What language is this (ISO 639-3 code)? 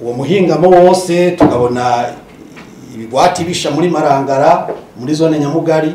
run